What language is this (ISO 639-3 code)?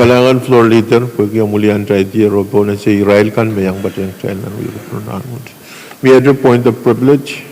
pon